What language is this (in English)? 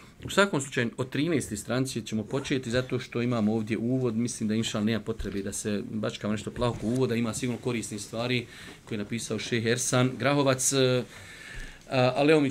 Bosnian